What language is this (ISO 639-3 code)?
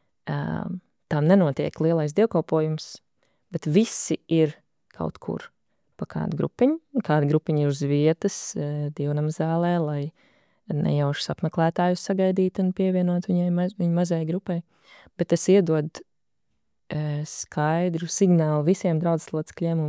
lav